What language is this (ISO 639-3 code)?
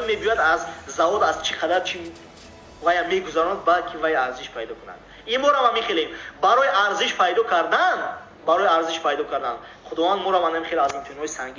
tgk